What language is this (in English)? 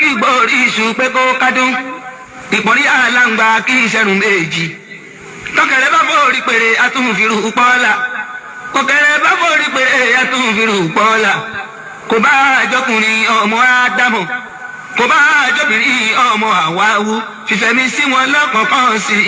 Yoruba